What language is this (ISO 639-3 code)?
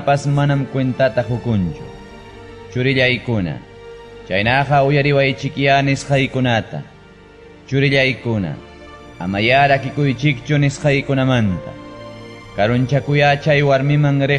quy